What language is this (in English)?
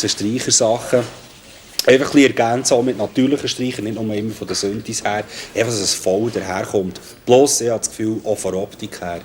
Swiss German